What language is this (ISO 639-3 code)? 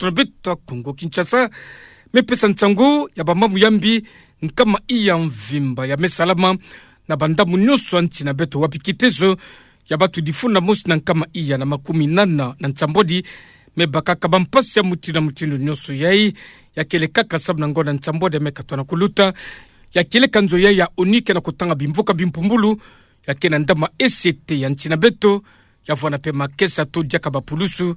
ktu